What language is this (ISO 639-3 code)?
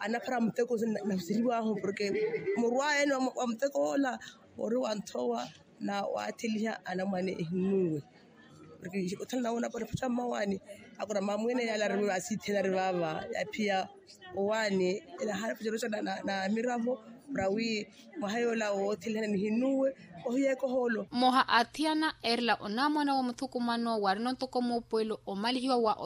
vmw